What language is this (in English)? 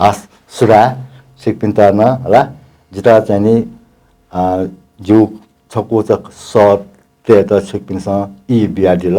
Newari